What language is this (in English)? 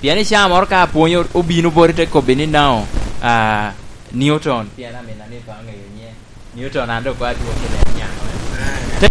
Lango (Uganda)